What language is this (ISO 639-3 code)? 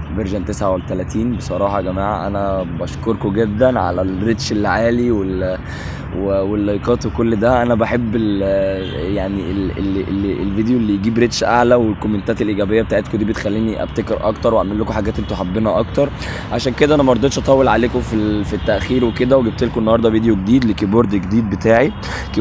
arz